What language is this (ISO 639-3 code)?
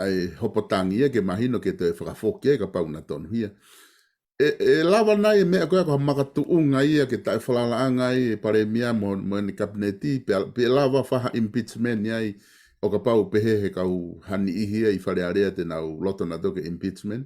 ton